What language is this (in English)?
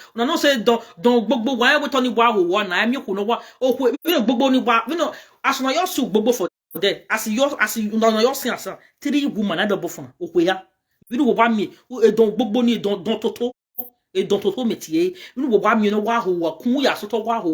Nigerian Pidgin